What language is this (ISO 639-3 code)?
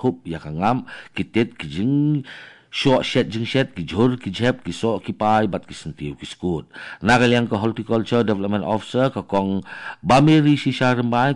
kha